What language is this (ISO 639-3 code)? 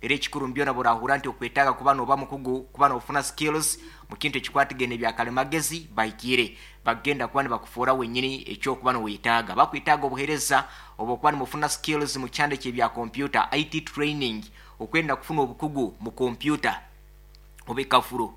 nyo